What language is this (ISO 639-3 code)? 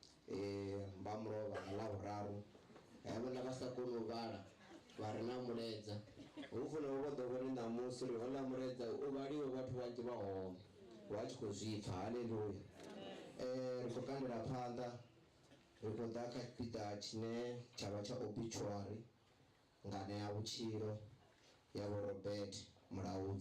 ven